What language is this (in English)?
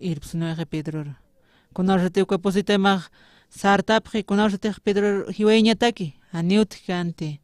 Aymara